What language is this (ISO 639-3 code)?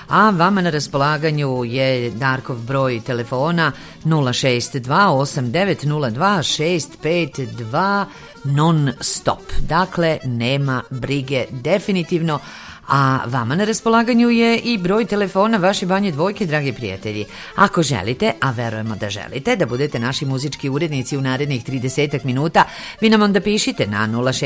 srp